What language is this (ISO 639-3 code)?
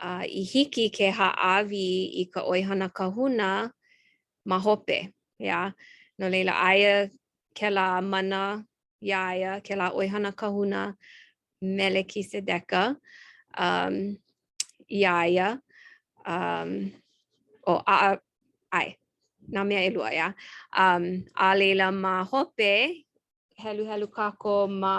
haw